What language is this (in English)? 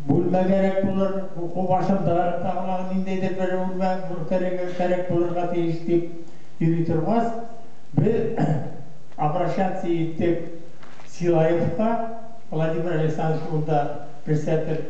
Bashkir